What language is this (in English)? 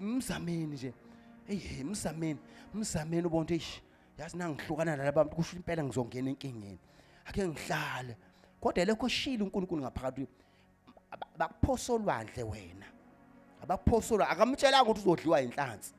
Zulu